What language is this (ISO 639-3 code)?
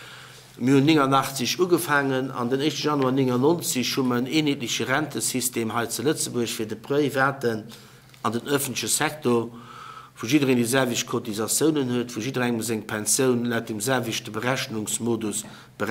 ltz